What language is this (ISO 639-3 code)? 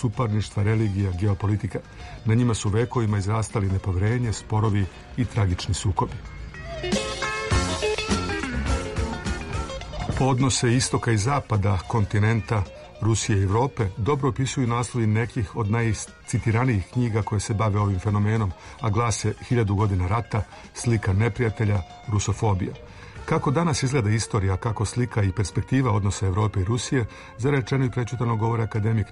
srp